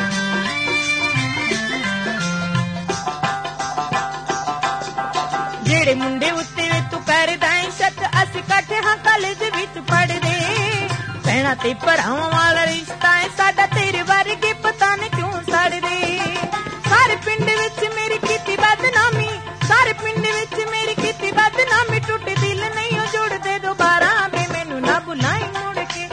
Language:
Punjabi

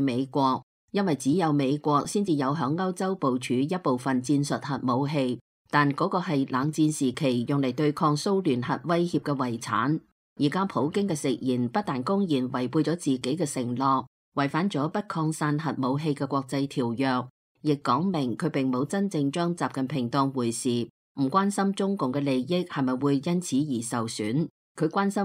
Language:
Cantonese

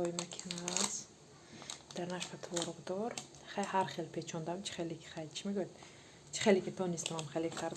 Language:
Tajik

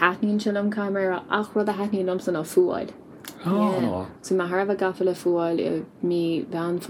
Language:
Irish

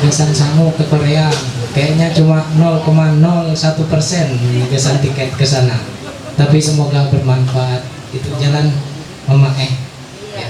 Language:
Ma'anyan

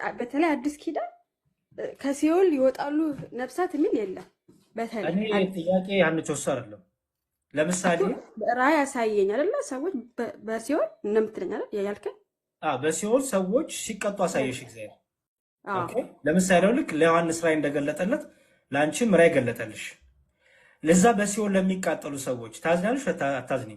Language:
Amharic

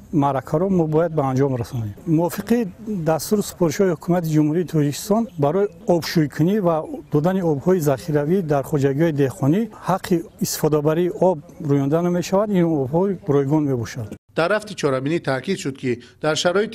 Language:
Tajik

